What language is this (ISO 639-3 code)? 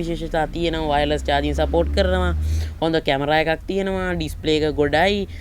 sin